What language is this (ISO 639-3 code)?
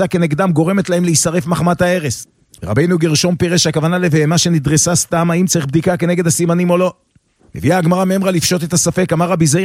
heb